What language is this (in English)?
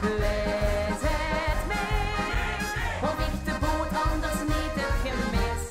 Limburgish